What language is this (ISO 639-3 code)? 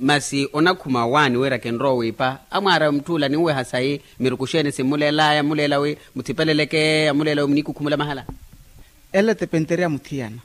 vmw